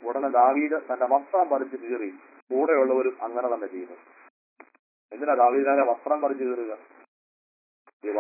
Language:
Malayalam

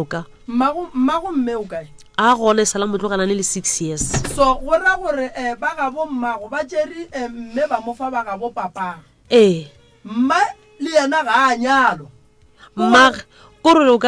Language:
Northern Sotho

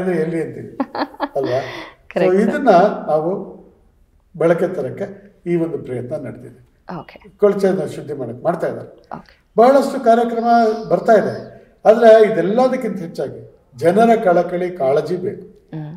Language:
Kannada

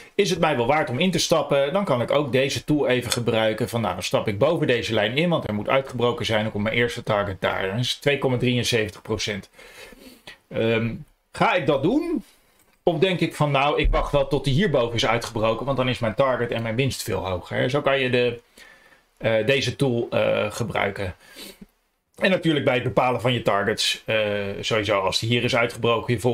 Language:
Dutch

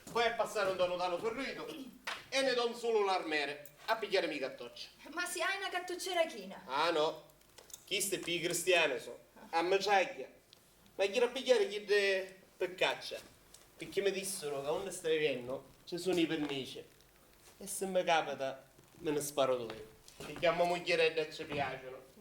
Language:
Sicilian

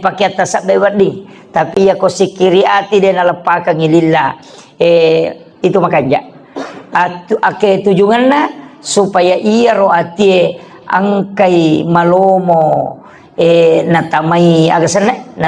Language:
Buginese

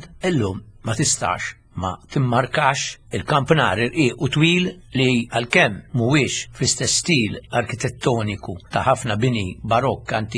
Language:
Maltese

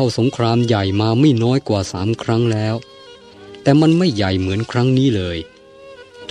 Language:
Thai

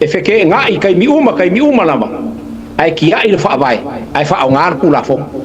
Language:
Samoan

